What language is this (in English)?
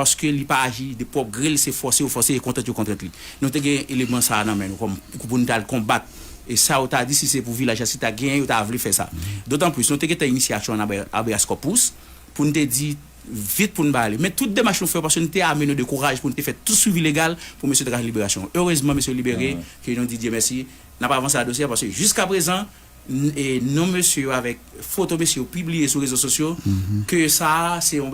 Haitian Creole